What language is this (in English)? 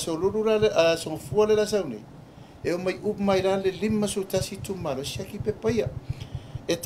Samoan